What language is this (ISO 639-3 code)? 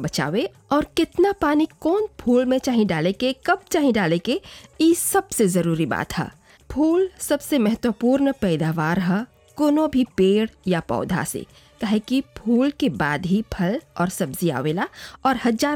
bho